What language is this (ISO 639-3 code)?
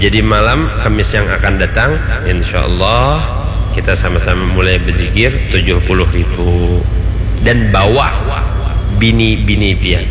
bjn